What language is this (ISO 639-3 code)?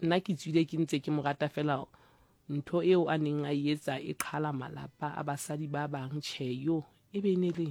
sot